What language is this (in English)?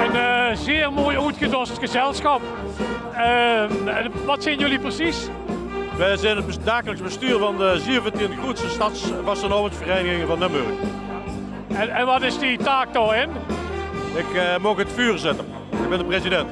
Limburgish